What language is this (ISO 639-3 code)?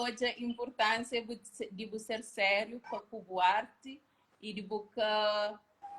kea